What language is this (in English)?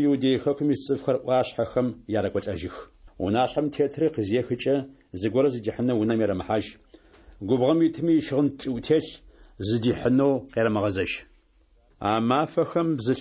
Adyghe